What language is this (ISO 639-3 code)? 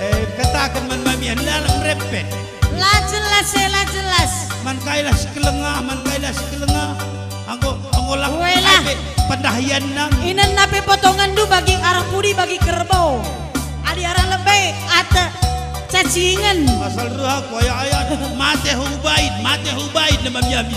btx